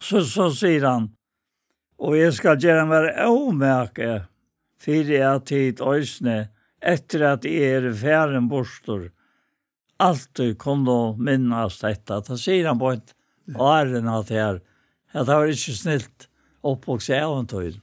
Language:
Faroese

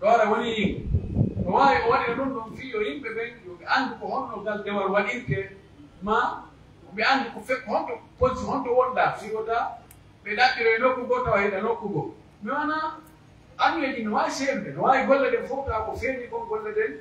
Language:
Pular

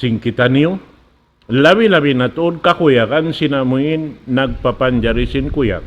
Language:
Tausug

